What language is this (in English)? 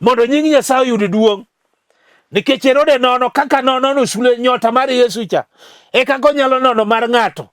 Luo (Kenya and Tanzania)